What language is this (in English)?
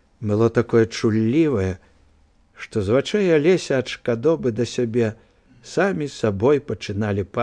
Belarusian